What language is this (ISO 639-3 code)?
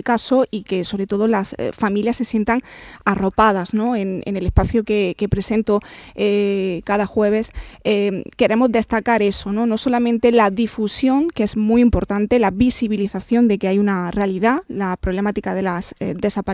spa